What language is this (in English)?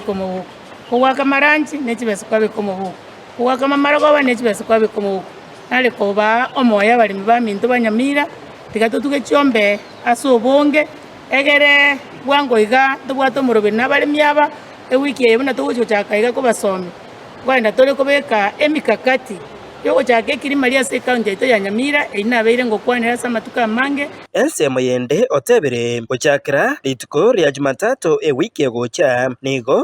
Gusii